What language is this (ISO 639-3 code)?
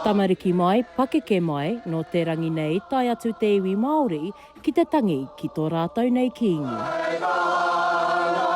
mri